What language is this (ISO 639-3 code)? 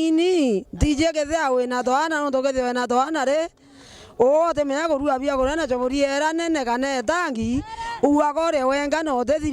mer